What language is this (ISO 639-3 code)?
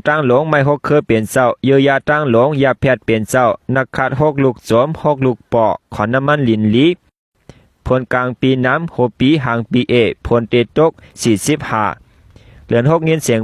shn